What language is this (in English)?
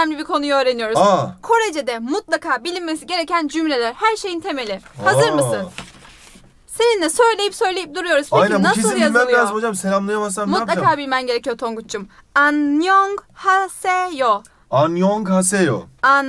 Turkish